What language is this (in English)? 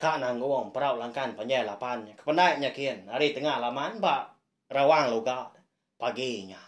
Iban